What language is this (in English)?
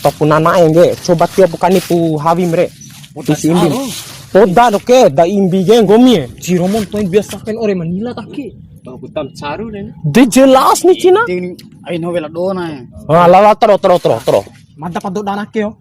Bima